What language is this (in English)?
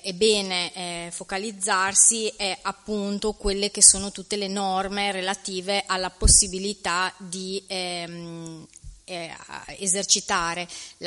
Italian